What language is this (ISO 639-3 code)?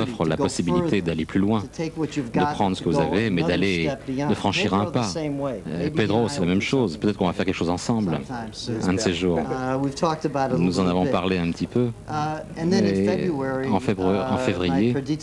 fra